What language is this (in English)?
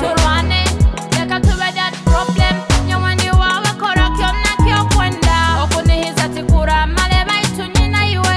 Nyoro